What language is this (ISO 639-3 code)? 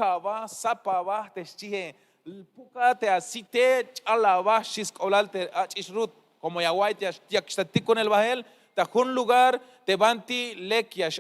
tzh